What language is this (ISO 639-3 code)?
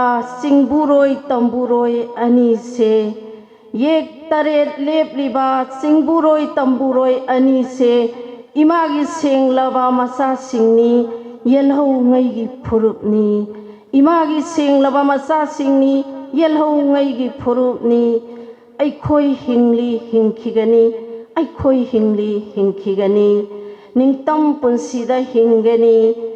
mni